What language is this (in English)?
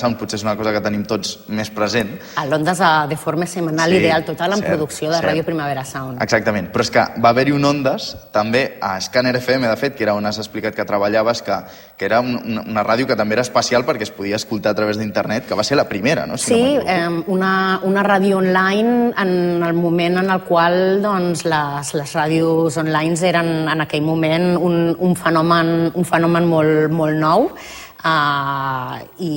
Catalan